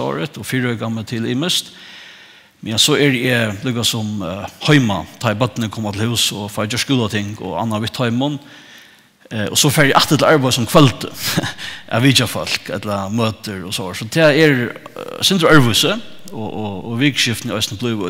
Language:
Faroese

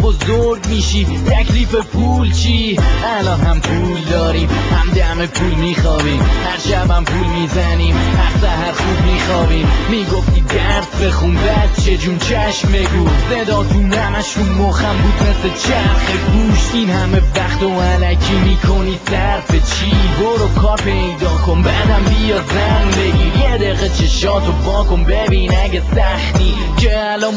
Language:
Persian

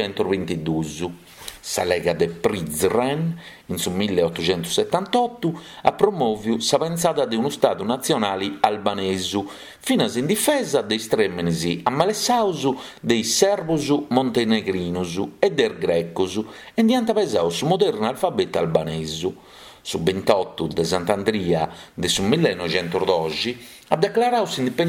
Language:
Sardinian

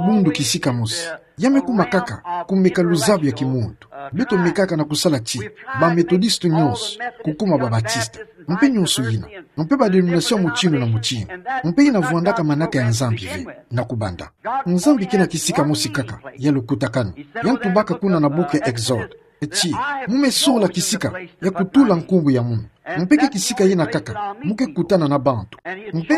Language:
Kituba (Democratic Republic of Congo)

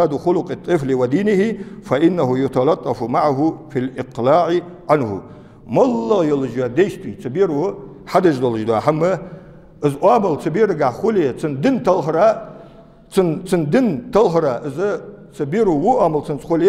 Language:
Ingush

